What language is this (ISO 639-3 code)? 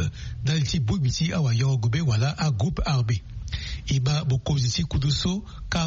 sag